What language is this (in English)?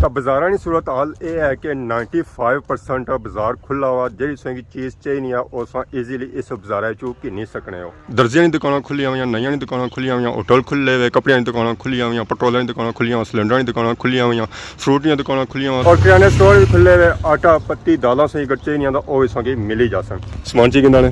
Pahari-Potwari